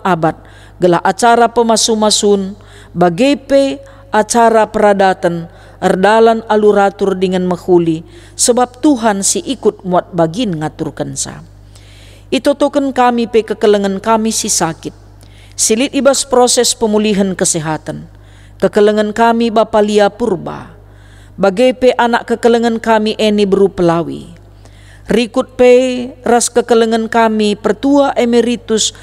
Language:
Batak Karo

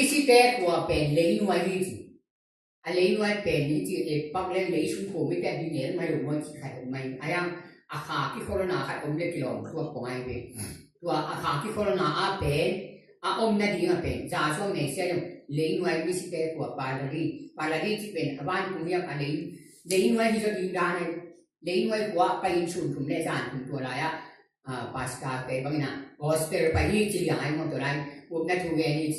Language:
Tedim Chin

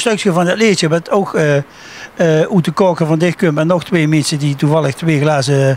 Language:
Limburgish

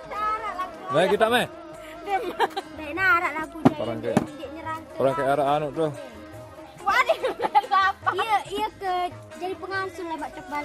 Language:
Sasak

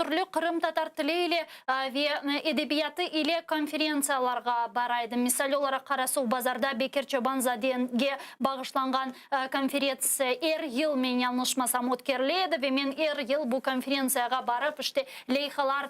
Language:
Crimean Tatar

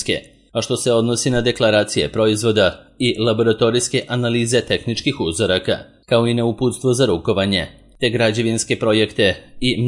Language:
Serbian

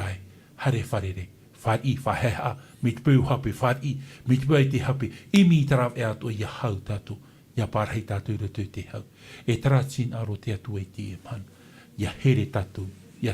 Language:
Tahitian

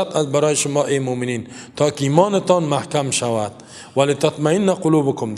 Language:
Persian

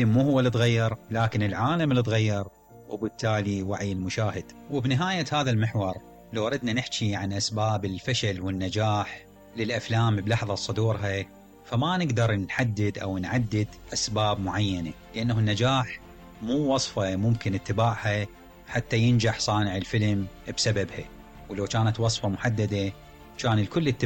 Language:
Mesopotamian Arabic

